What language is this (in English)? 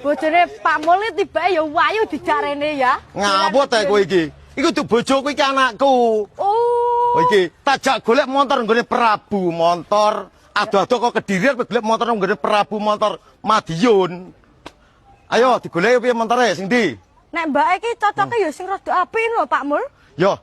Javanese